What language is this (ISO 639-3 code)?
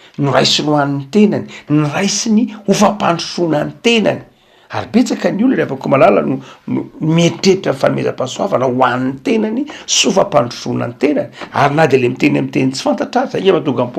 mlg